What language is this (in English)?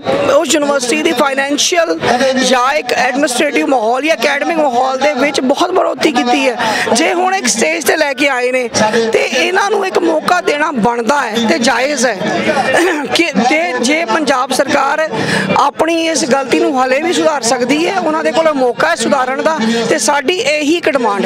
Punjabi